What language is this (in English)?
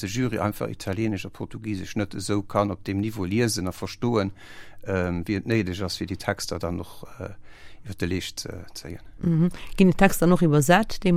Luxembourgish